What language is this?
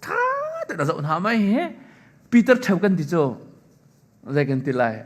Hakha Chin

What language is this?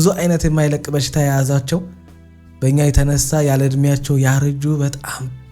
Amharic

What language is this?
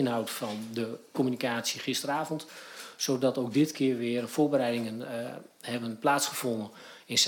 Dutch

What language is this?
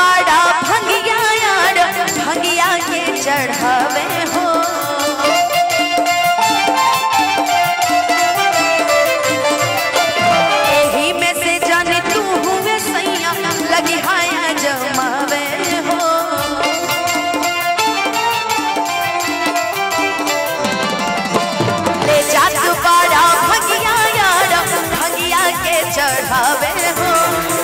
Bhojpuri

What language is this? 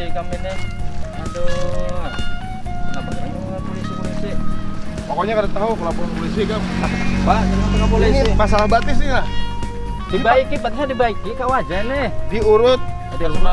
Banjar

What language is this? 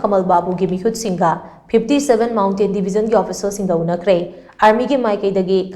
Manipuri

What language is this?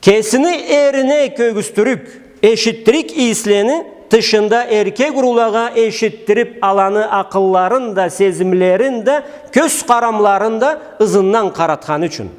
Karachay-Balkar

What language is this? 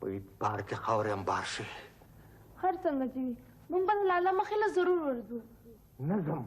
Pashto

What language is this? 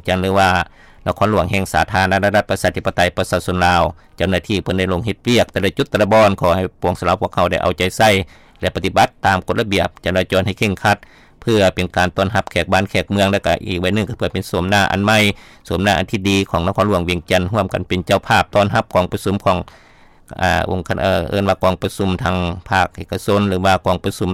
Lao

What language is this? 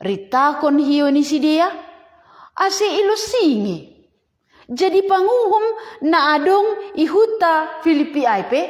Batak Simalungun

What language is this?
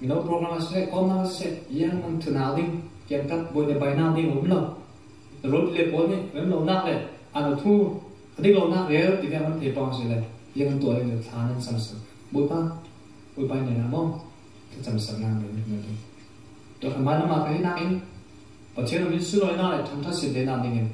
Falam Chin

